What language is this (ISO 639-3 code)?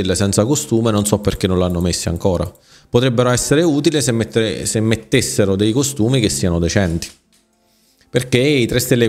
ita